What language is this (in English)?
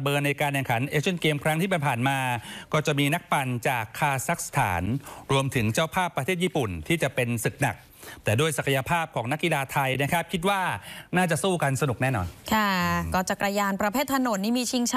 Thai